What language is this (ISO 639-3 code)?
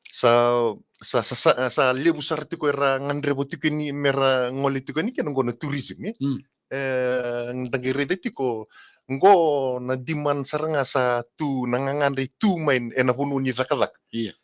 fij